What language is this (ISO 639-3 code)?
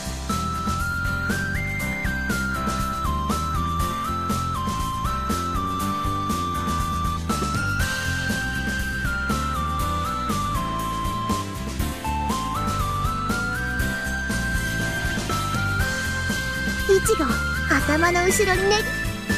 jpn